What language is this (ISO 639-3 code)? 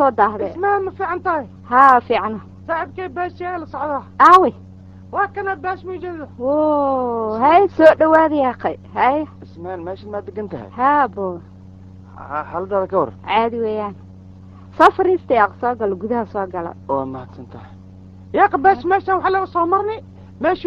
som